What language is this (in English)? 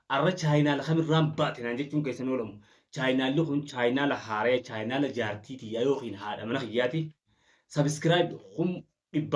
Oromo